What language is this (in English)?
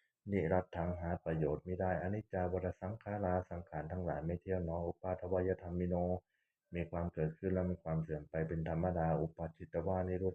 Pali